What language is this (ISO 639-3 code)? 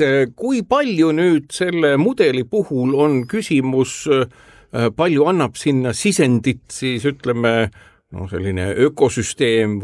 est